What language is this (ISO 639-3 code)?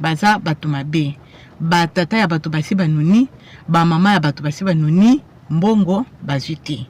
lin